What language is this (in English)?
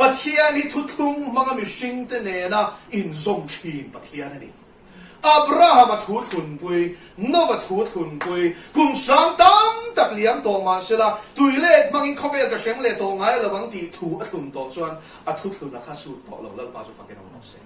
Mizo